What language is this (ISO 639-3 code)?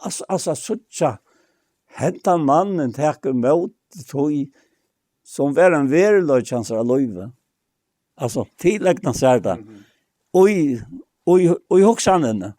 fao